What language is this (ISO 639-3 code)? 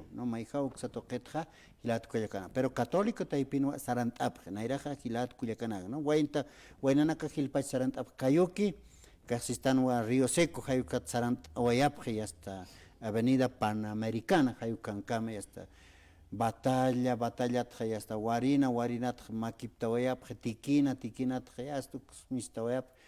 aym